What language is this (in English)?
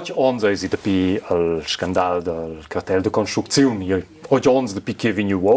Romansh